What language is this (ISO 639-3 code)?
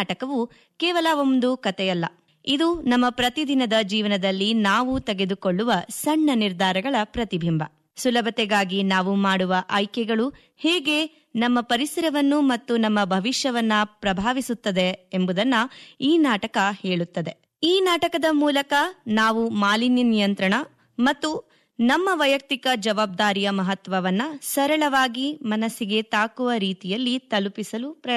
kan